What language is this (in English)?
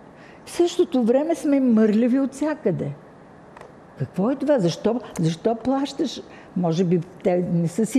Bulgarian